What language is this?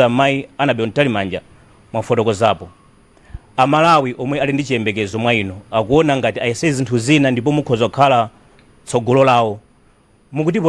Nyanja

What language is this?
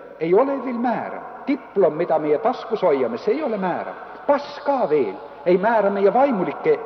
Estonian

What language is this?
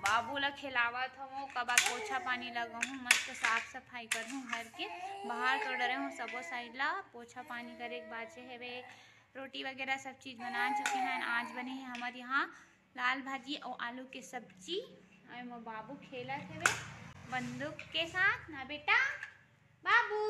Chhattisgarhi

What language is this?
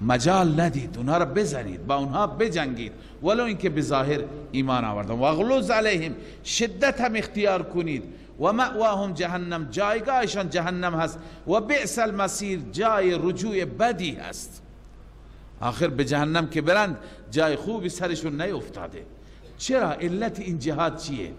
Persian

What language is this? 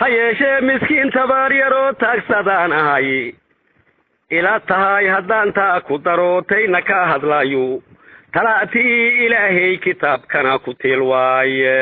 Somali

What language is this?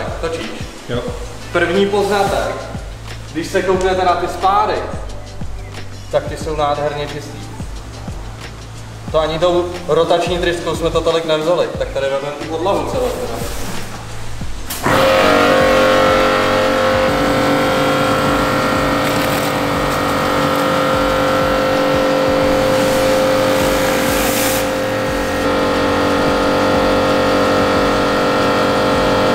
Czech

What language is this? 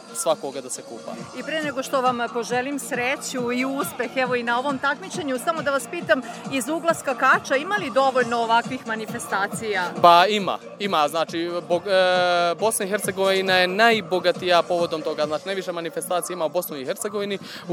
Serbian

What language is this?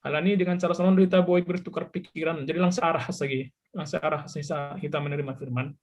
Batak Simalungun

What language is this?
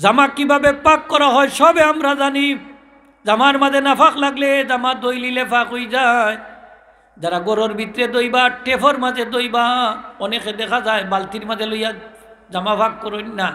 Sylheti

